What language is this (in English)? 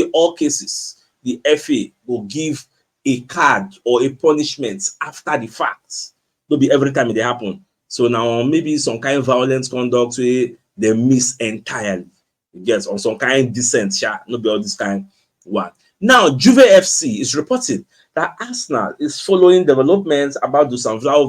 Nigerian Pidgin